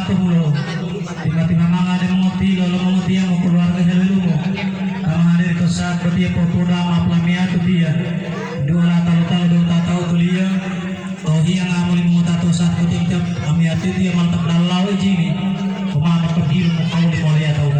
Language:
Gorontalo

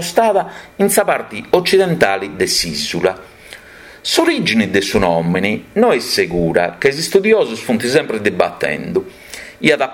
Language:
Sardinian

